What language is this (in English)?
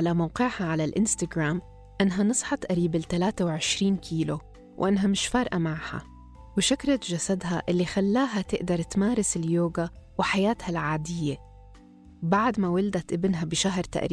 North Levantine Arabic